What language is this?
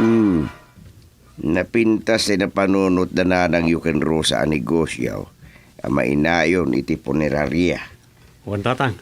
Iloko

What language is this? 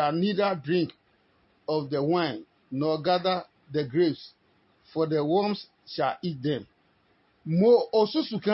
Adangme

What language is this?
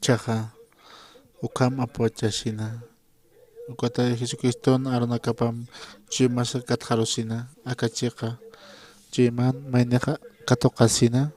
Aymara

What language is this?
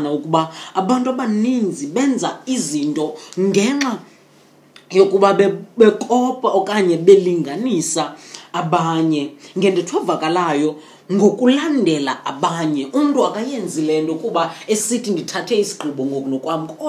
Xhosa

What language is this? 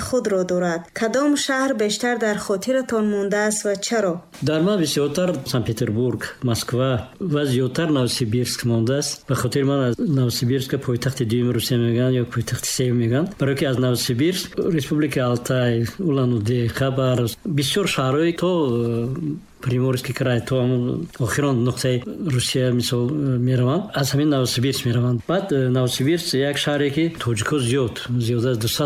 Tajik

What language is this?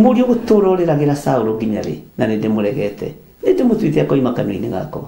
Kikuyu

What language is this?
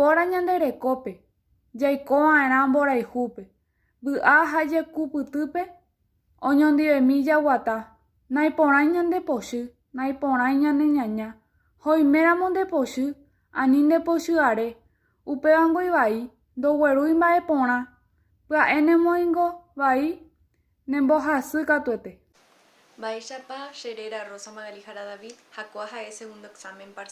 Guarani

